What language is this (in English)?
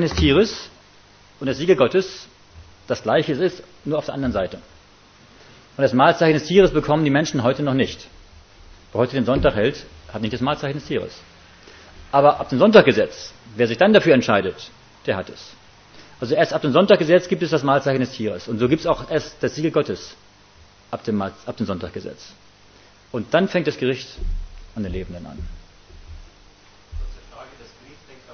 German